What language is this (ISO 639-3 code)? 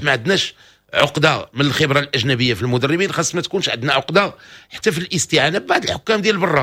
ary